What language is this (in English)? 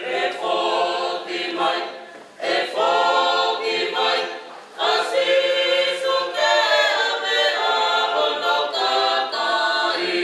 Tongan